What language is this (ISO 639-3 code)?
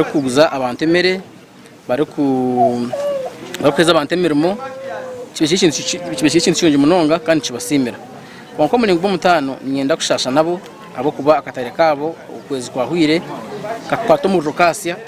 nyn